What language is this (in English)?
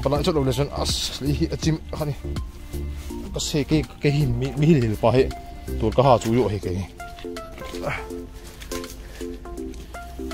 Malay